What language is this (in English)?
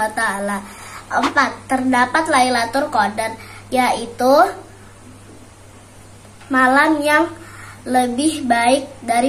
Indonesian